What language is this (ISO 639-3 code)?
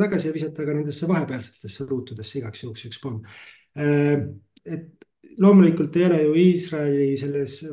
est